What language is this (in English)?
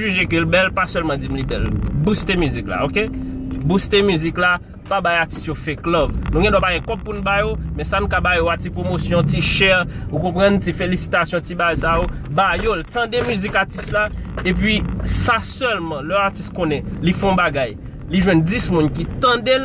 Haitian Creole